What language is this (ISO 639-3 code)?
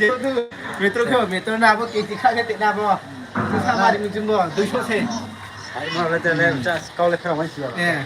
ria